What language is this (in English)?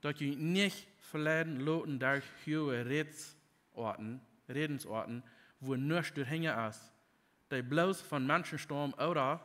Plautdietsch